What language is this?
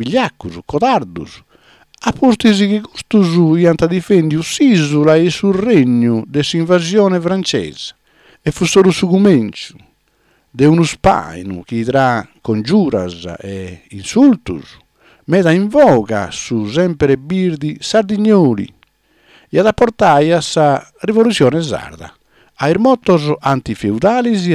Sardinian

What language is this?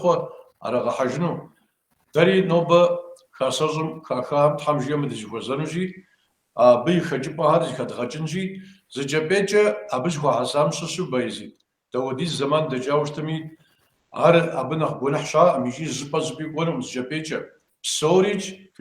Kabardian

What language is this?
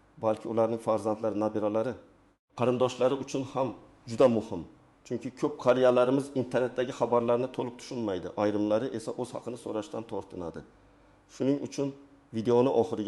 Uzbek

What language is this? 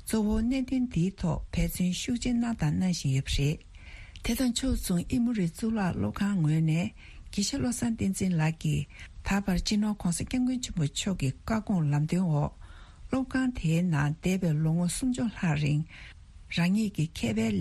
Tibetan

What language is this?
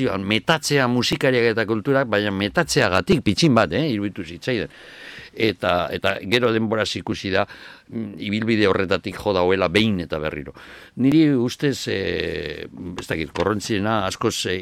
Basque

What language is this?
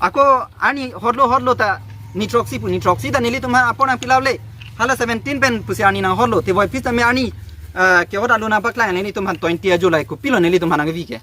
Karbi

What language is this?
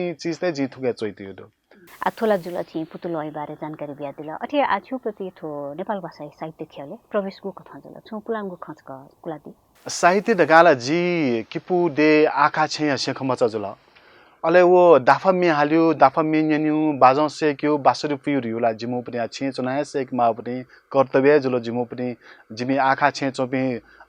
Newari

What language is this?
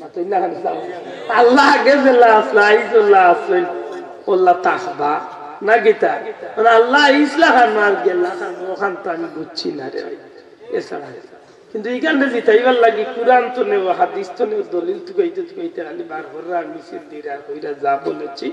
Sylheti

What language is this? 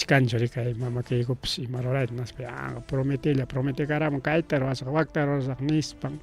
Ayacucho Quechua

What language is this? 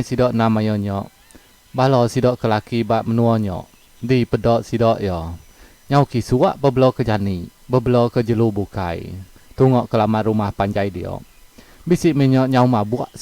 Iban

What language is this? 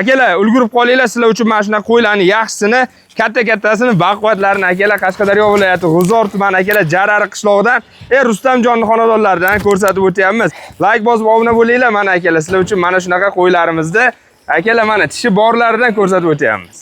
Uzbek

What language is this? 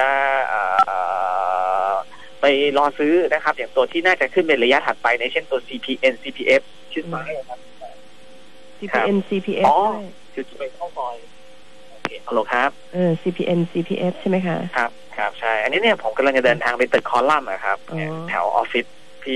Thai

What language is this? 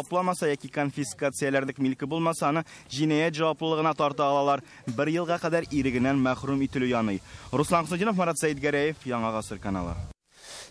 Tatar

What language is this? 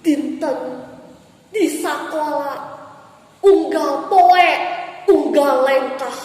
Sundanese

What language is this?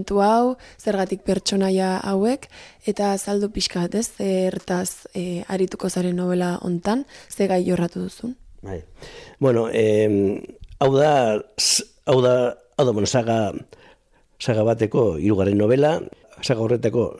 Basque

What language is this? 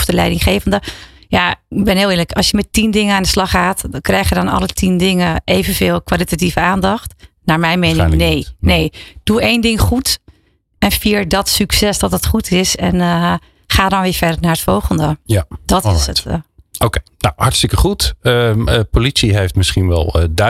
Dutch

